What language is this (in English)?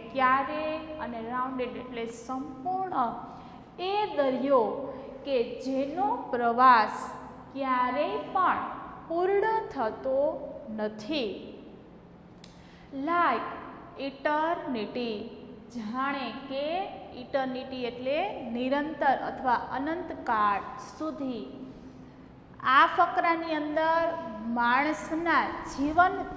Gujarati